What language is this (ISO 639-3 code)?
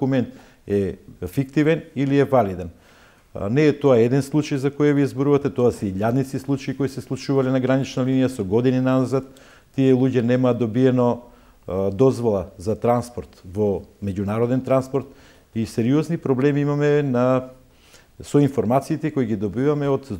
mkd